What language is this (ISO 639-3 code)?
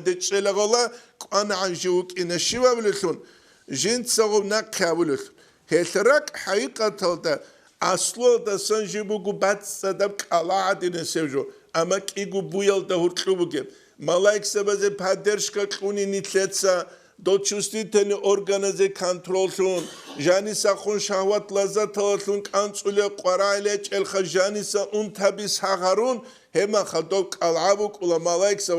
ava